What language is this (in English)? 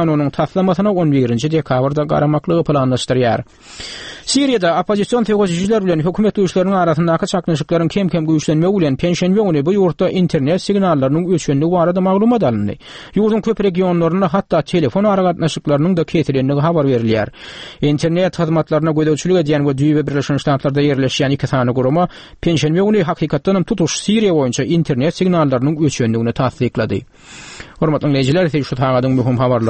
Turkmen